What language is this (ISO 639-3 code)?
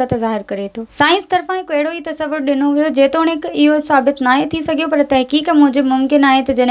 snd